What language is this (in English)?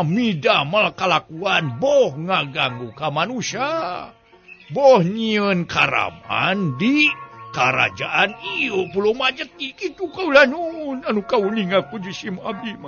Sundanese